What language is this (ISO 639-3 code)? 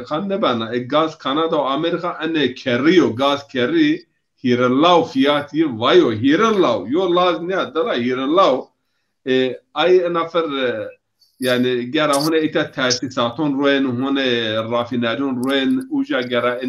zza